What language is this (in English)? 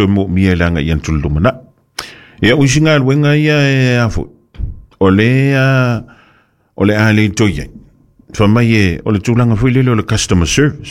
Samoan